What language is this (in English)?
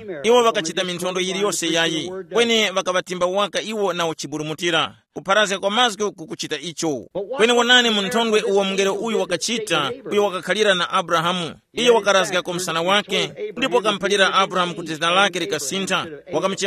Tumbuka